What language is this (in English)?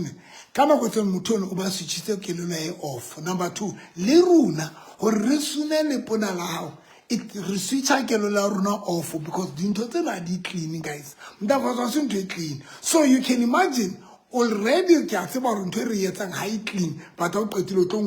Southern Sotho